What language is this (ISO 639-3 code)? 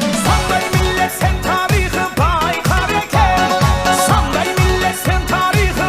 kaa